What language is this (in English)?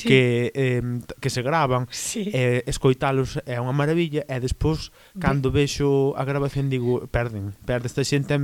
Galician